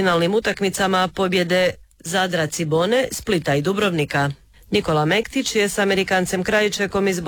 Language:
Croatian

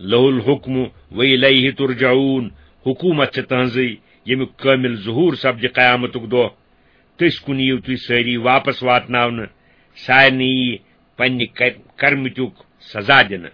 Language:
Kashmiri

